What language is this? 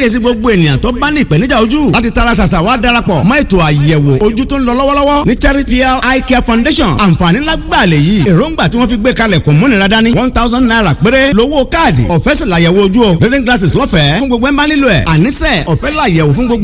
Yoruba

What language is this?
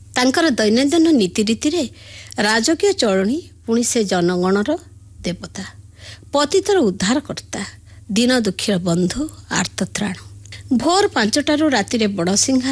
Odia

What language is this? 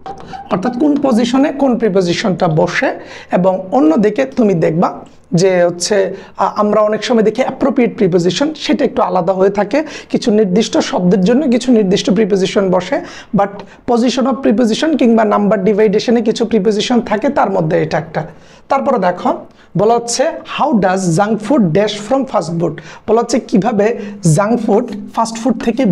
Bangla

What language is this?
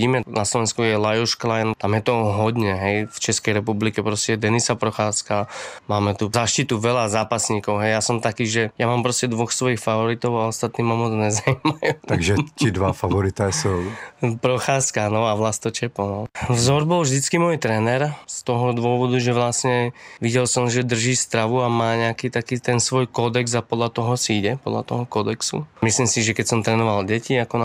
Slovak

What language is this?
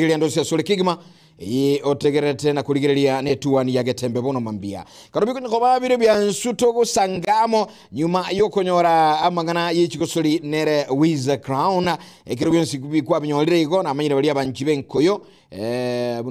Gusii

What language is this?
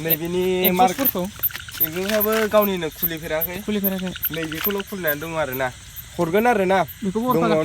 Bodo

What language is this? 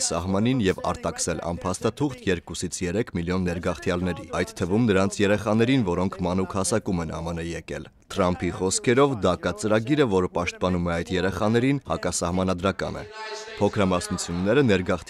Armenian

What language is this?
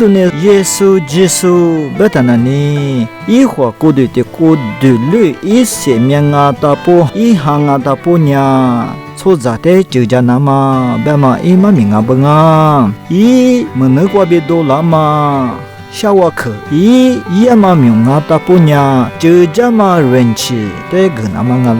Lisu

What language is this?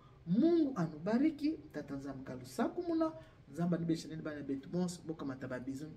Lingala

